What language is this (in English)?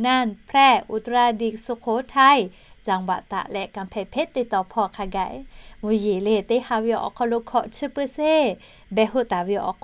Lahu